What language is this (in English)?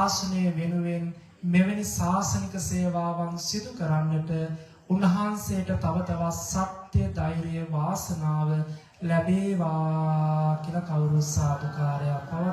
Sinhala